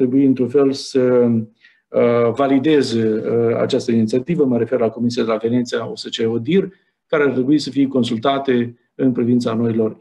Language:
Romanian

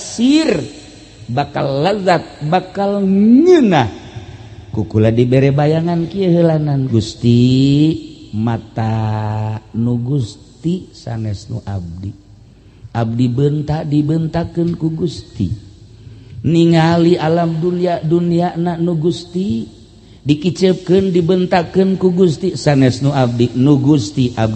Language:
Sundanese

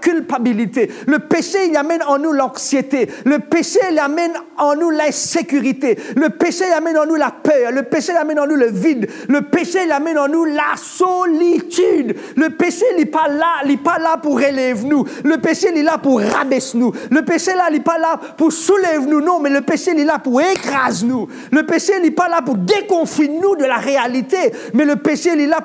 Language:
Morisyen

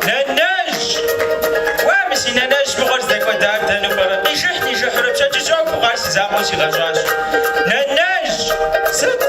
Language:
Kabardian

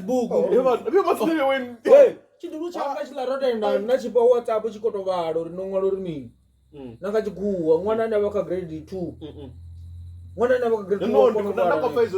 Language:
Venda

